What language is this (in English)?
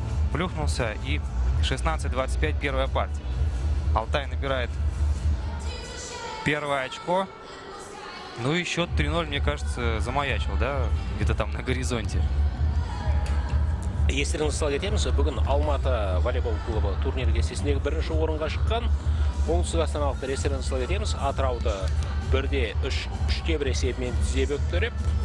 Kazakh